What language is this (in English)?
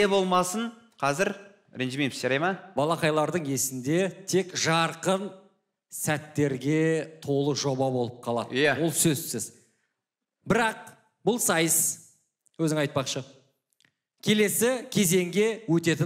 Kazakh